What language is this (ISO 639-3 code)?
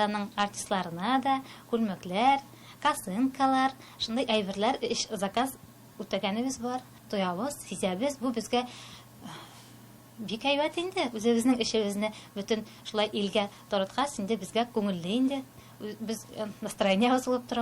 tat